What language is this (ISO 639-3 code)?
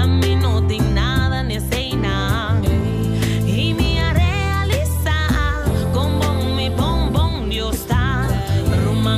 pap